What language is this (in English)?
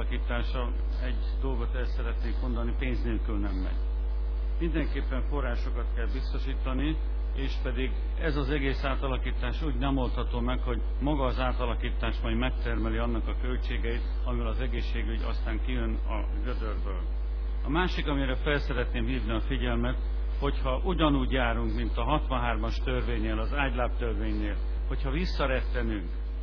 Hungarian